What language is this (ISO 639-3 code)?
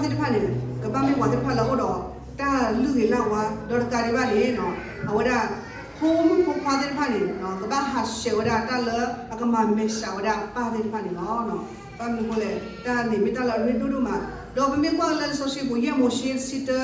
ksw